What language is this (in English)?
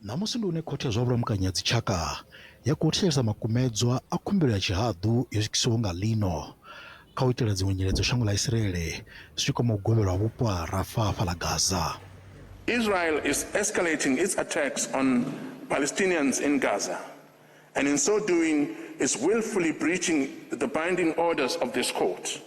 Venda